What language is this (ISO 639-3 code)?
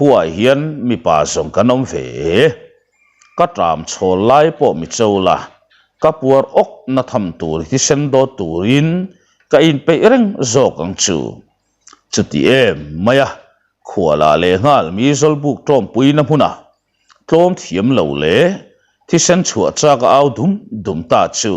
lus